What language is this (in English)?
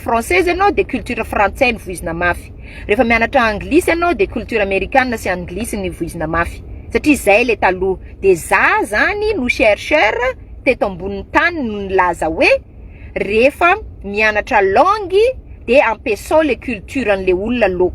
Malagasy